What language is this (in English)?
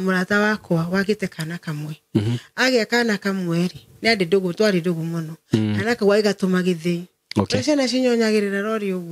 Kikuyu